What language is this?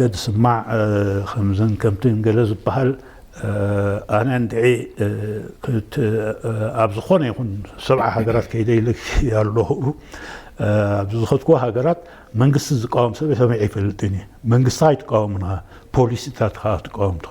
Tigrinya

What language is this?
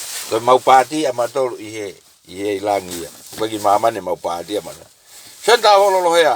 Tongan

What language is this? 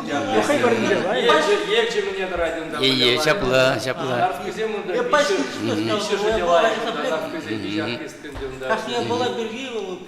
Chuvash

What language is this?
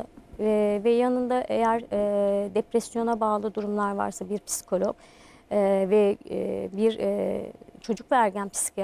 Turkish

